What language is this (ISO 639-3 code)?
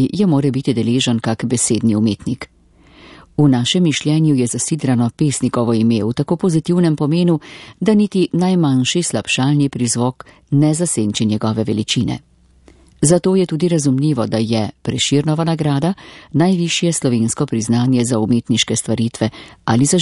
slv